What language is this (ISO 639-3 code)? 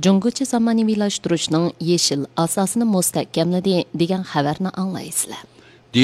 uig